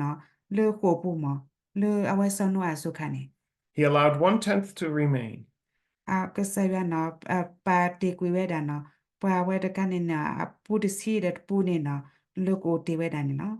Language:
S'gaw Karen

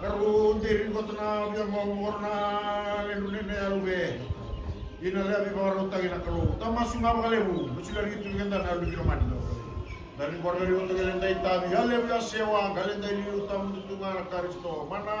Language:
Fijian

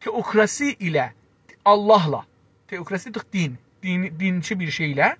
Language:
South Azerbaijani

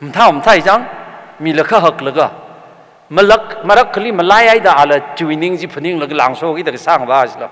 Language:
Tangkhul Naga (India)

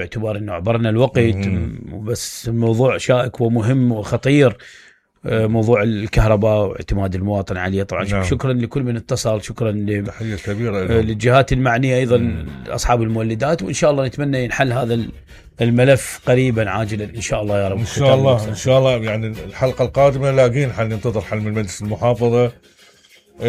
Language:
Mesopotamian Arabic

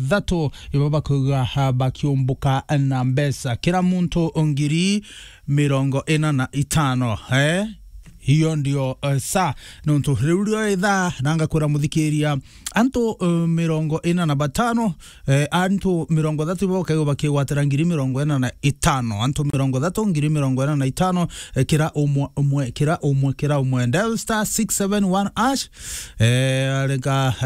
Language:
Meru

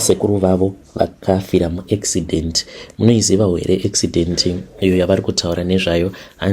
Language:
Shona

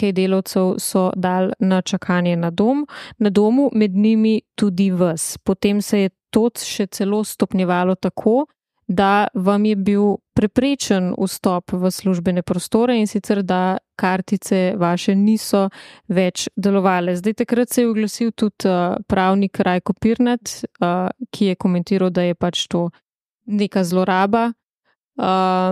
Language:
Slovenian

